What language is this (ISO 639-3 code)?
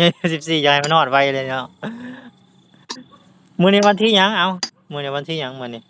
lao